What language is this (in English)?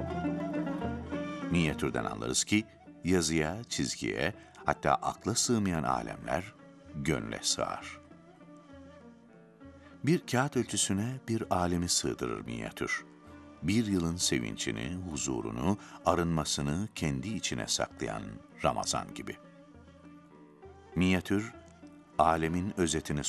Turkish